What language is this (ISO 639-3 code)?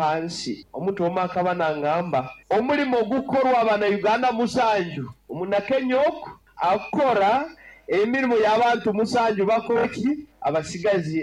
nyo